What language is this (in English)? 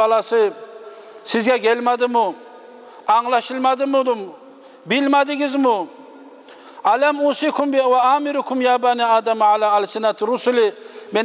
Kumyk